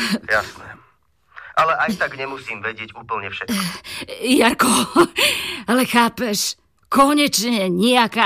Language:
Slovak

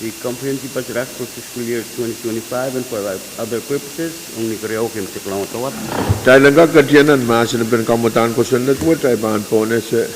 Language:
Pohnpeian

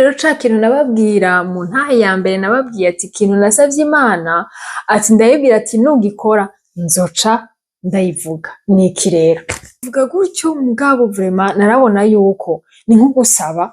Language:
Rundi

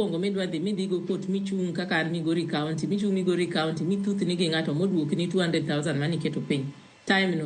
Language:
Luo (Kenya and Tanzania)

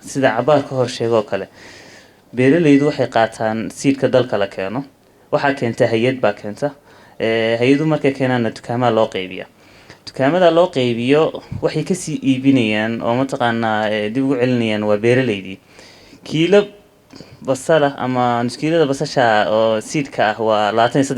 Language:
Somali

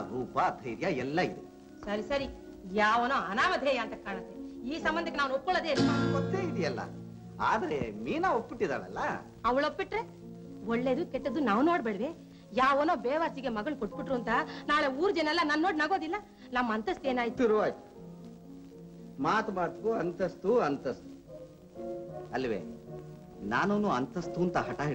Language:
Kannada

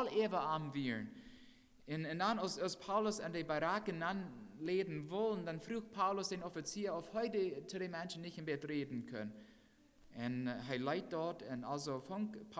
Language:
Plautdietsch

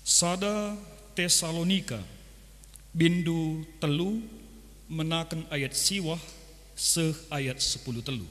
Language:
Batak Karo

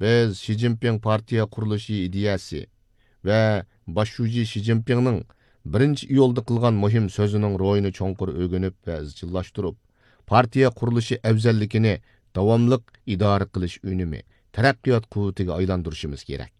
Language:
Uyghur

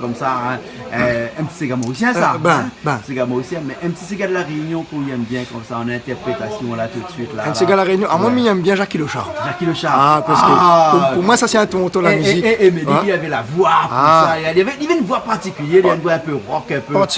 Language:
Réunion Creole French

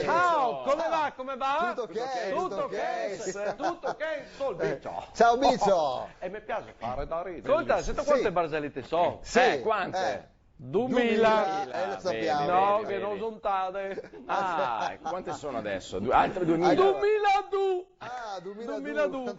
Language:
Venetian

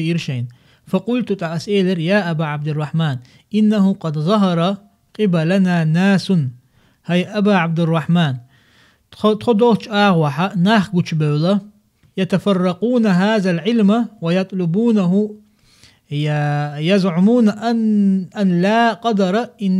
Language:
Chechen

